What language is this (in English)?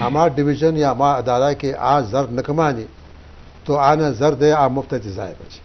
Eastern Balochi